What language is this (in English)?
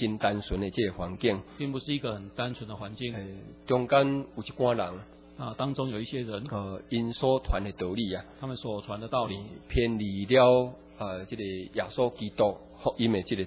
Chinese